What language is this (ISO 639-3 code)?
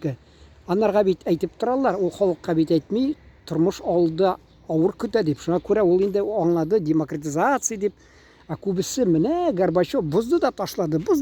tat